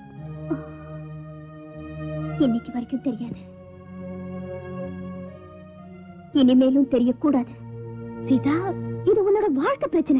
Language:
Tamil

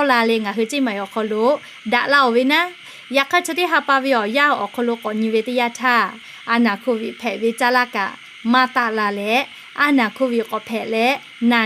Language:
Lahu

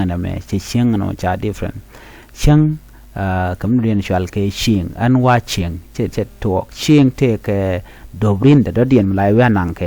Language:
Nuer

